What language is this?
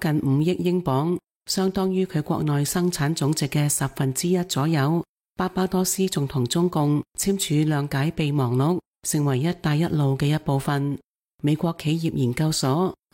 Cantonese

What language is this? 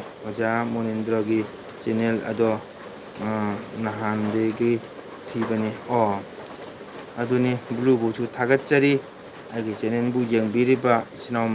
Manipuri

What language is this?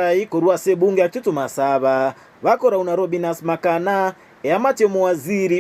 Gusii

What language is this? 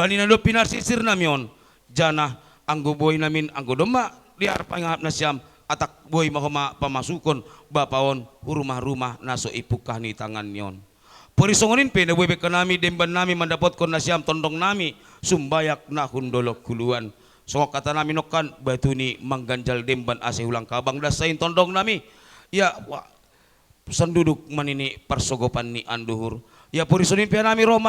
Batak Simalungun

